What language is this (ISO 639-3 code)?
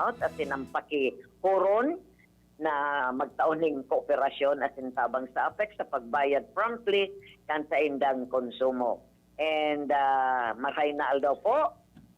bik